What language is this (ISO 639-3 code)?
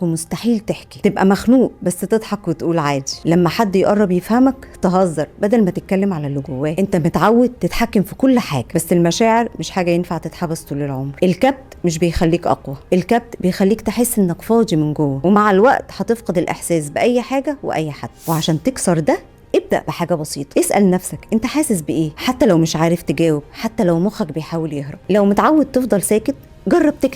arz